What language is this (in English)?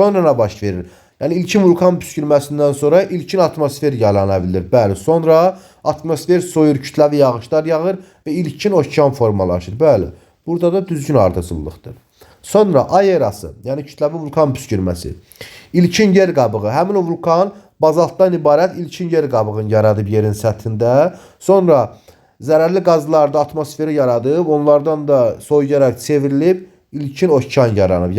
Azerbaijani